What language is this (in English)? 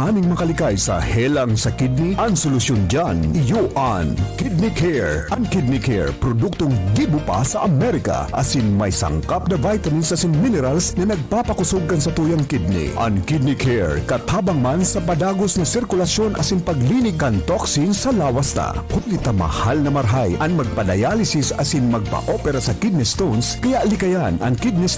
Bikol